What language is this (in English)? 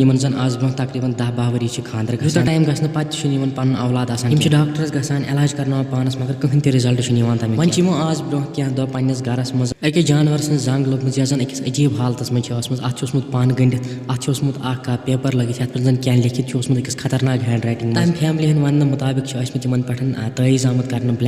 Kashmiri